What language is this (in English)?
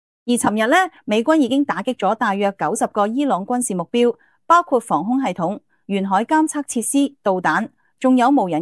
Cantonese